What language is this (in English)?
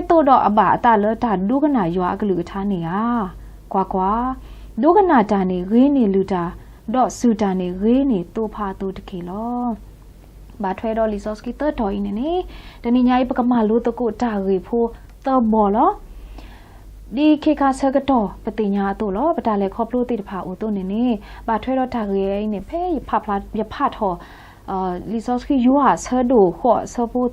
S'gaw Karen